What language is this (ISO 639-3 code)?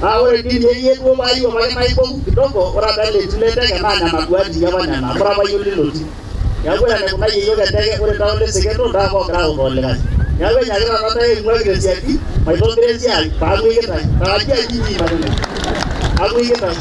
mas